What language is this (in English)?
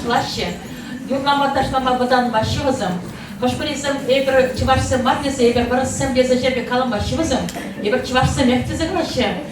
Chuvash